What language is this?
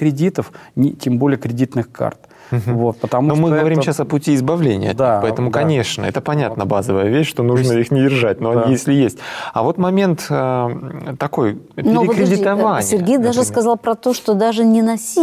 Russian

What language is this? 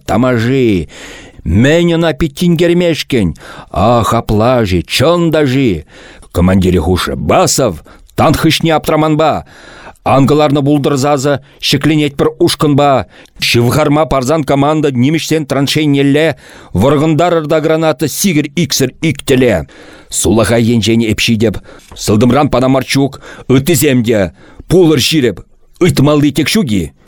Chuvash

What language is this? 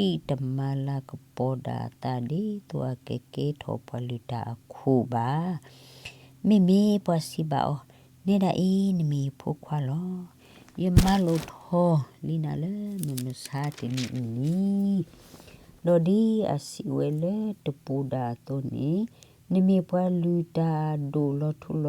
S'gaw Karen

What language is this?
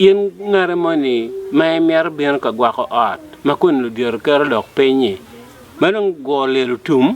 Acoli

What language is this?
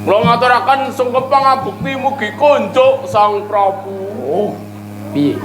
Javanese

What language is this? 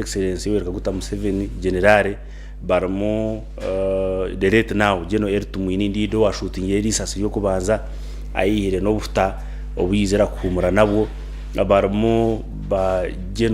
Nyankole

